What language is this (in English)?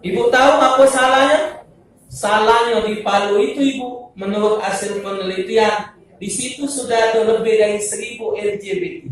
Musi